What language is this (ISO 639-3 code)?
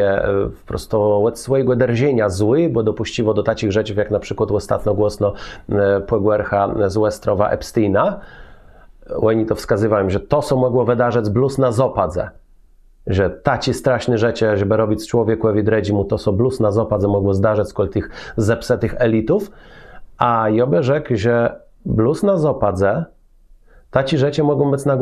csb